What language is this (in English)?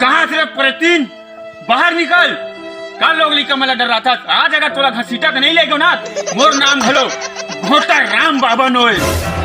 Chhattisgarhi